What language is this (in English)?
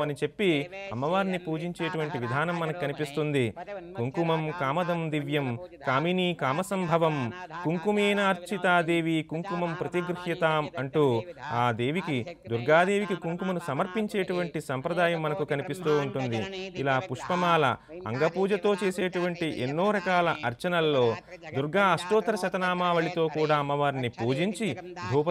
Telugu